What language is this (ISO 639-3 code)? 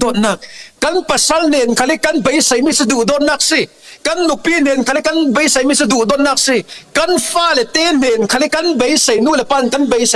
cfm